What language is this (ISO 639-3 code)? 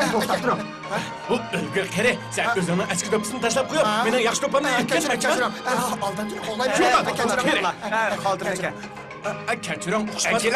uig